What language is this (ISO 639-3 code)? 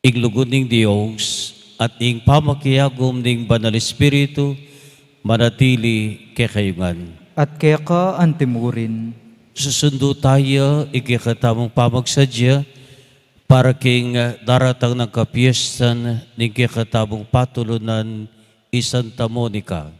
pam